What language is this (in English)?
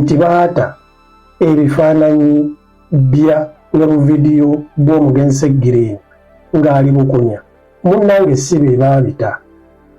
Ganda